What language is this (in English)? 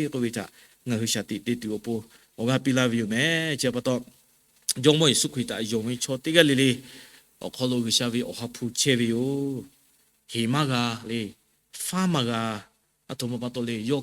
Lahu